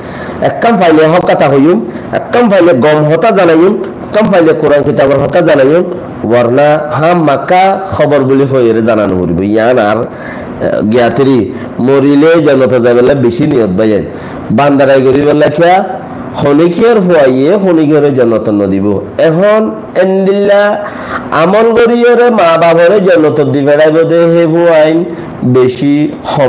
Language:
Rohingya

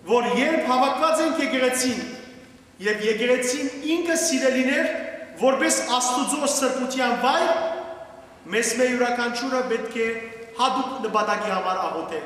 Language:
Western Armenian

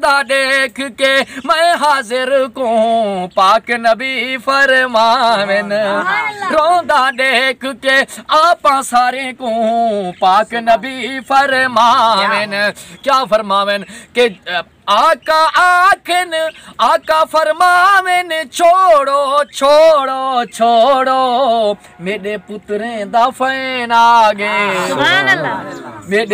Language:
Saraiki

